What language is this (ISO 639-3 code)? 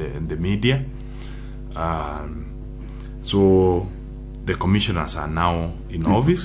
guz